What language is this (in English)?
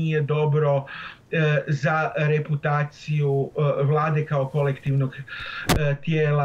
Croatian